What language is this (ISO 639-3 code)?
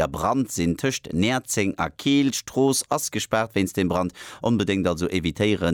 ltz